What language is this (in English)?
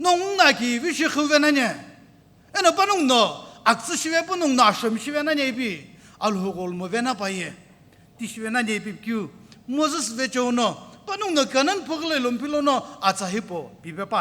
Sumi Naga